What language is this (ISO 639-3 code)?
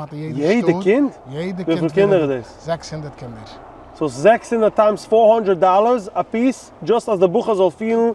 yid